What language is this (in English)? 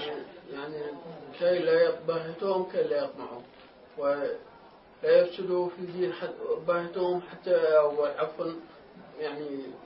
Mesopotamian Arabic